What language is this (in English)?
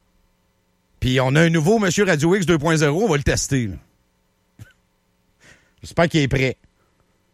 French